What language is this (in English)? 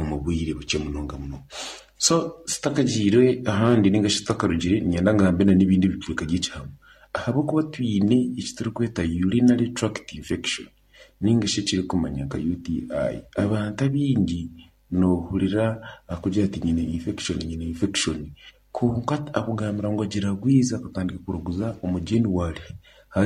Nyankole